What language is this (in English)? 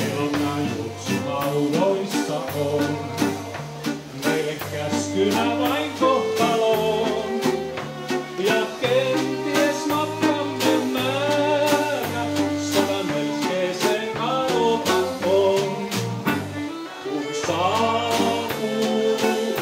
Finnish